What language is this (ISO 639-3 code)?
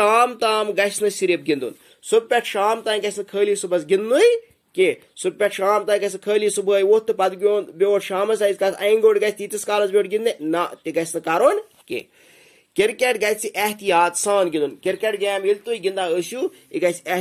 kas